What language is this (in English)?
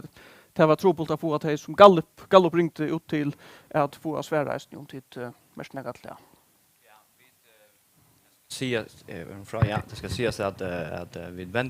Faroese